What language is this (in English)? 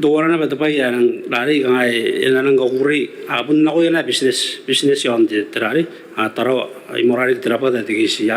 Gilbertese